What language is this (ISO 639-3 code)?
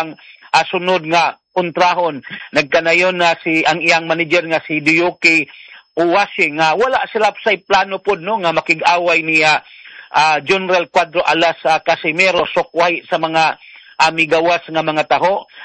ceb